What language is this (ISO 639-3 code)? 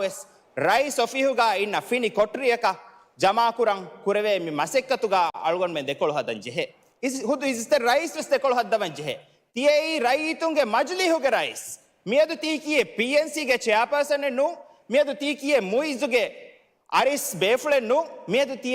div